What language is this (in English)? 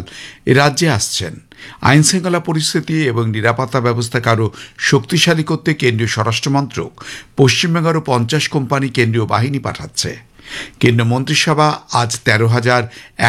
Bangla